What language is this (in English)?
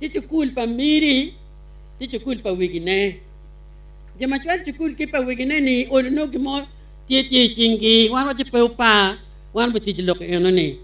Acoli